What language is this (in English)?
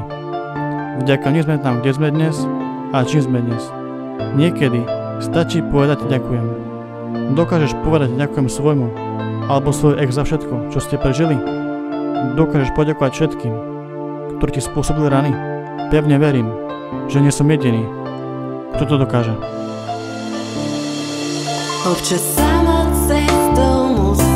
Slovak